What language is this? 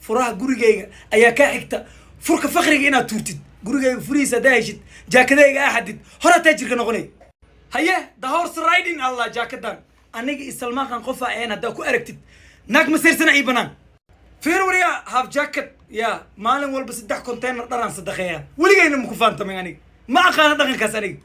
Somali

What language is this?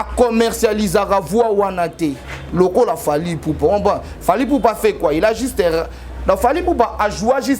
Lingala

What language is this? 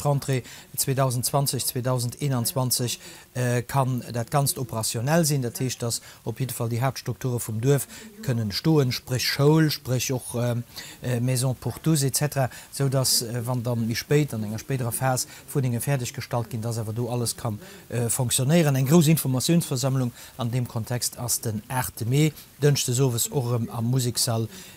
Luxembourgish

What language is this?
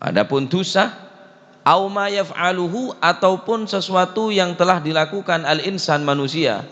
Madurese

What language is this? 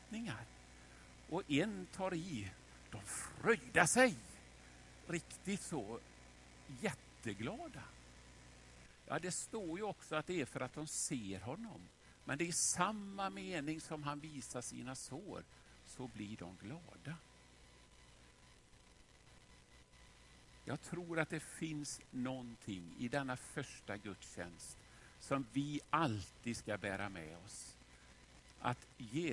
Swedish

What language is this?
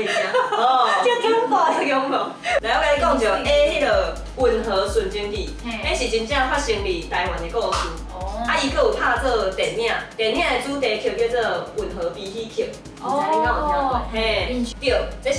Min Nan Chinese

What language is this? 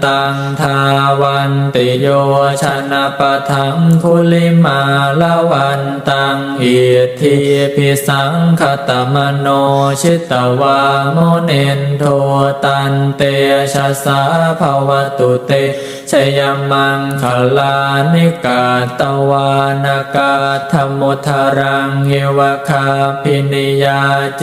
Pali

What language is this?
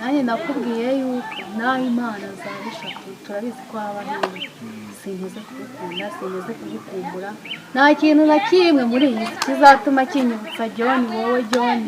Kinyarwanda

